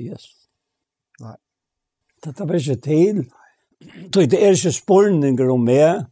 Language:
Faroese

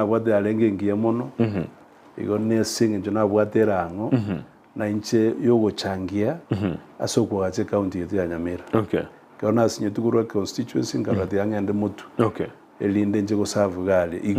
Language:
Gusii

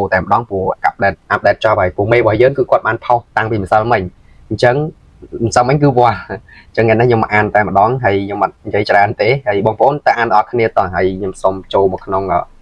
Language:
Khmer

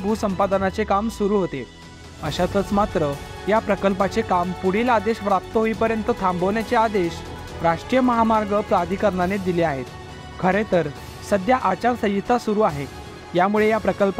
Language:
Marathi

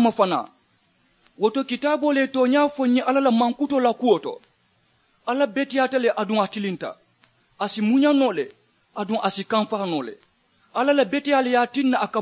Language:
Mandingo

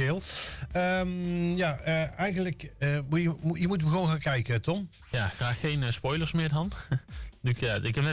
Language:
Dutch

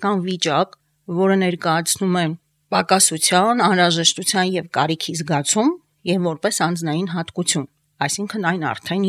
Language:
Armenian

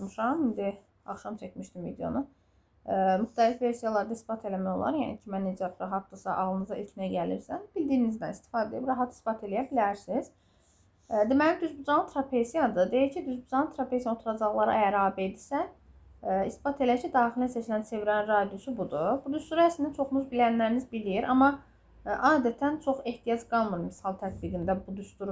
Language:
Azerbaijani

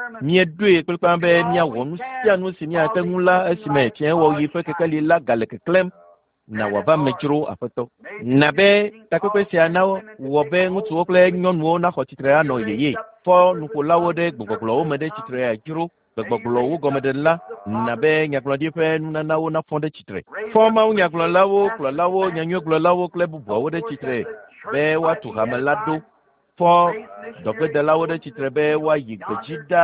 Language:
Ewe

